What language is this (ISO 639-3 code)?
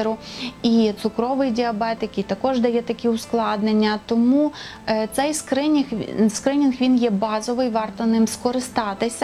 ukr